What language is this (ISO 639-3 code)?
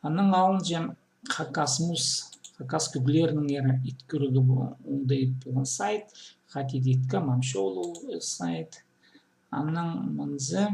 kjh